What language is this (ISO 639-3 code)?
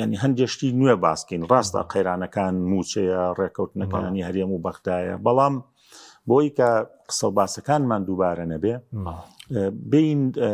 ckb